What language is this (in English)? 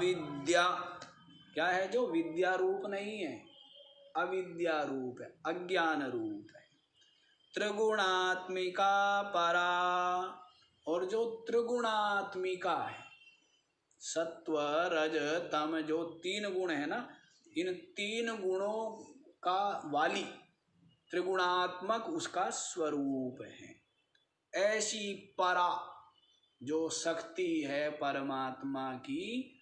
Hindi